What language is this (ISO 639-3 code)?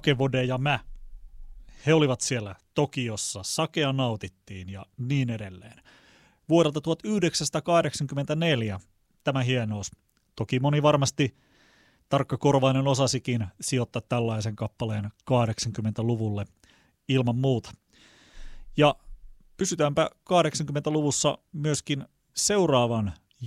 fin